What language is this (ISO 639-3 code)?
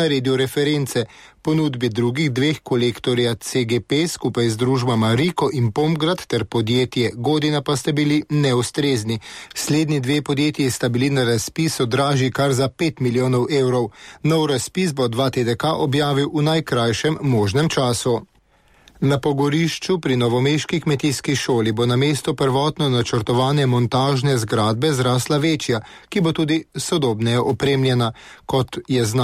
slv